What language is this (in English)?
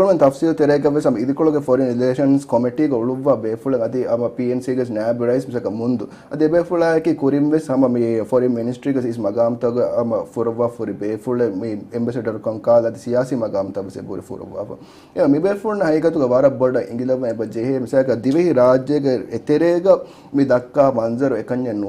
Divehi